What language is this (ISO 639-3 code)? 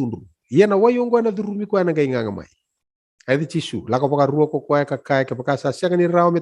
fij